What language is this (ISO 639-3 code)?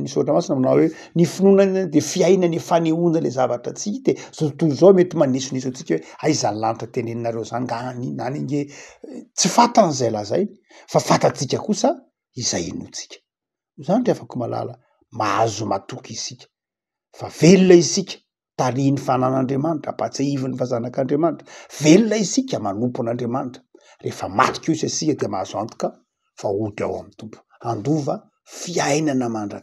mlg